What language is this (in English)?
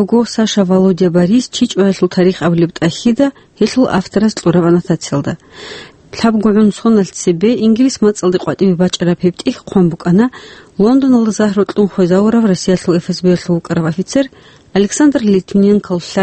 Avaric